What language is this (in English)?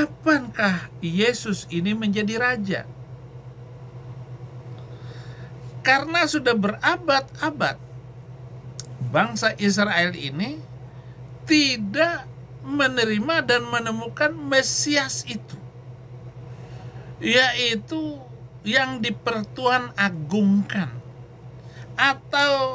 Indonesian